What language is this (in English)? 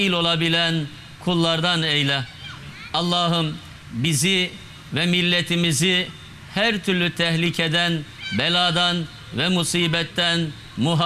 Turkish